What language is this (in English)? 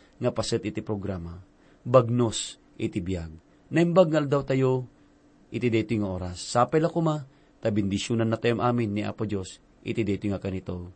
Iloko